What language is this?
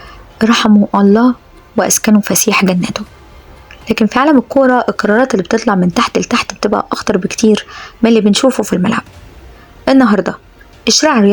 Egyptian Arabic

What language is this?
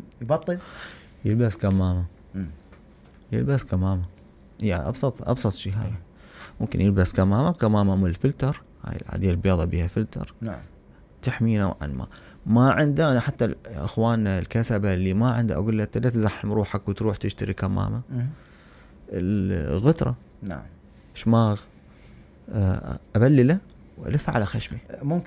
Mesopotamian Arabic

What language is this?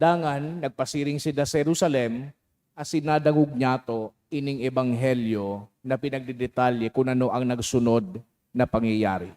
Bikol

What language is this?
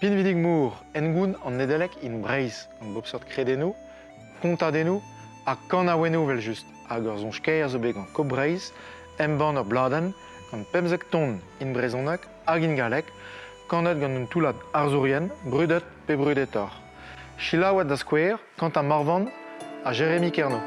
Breton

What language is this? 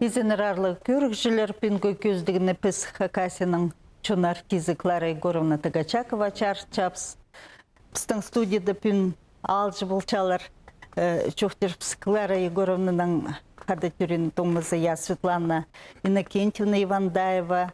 Khakas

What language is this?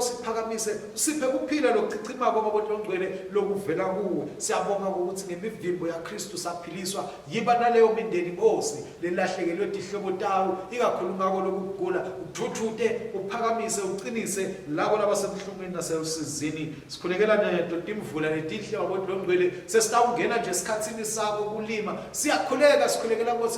Swati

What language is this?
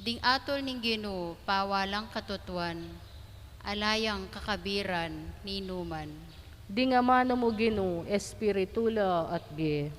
Pampanga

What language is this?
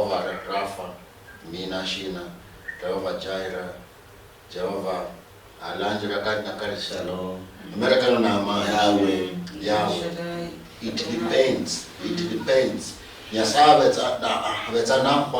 Luyia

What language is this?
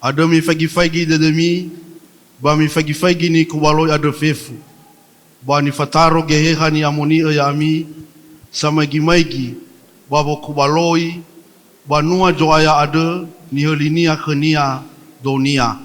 Nias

